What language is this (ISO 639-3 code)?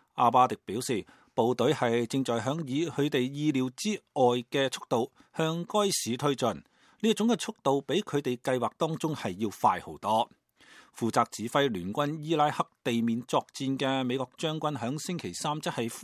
yue